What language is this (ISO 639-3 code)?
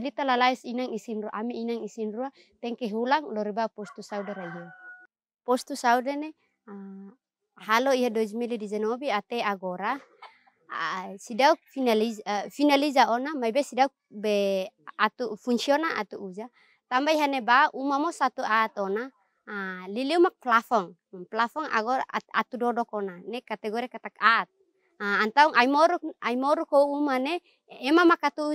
tet